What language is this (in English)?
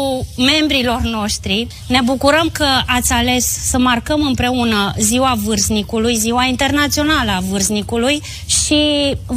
Romanian